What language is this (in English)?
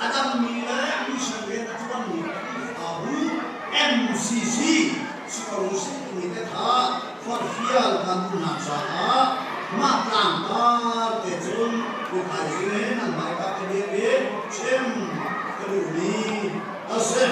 Hakha Chin